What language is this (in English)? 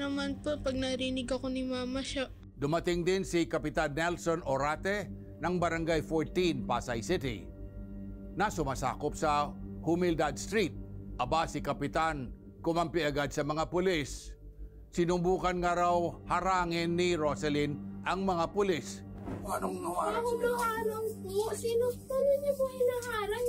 Filipino